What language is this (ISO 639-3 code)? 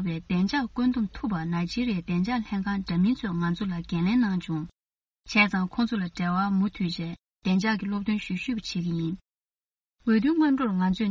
bod